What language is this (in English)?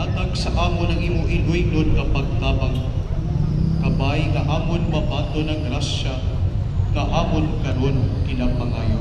Hiligaynon